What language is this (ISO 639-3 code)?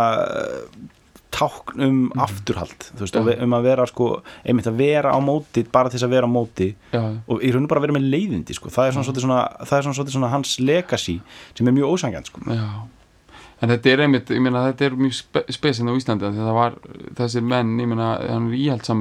isl